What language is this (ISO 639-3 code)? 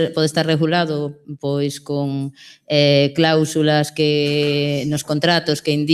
glg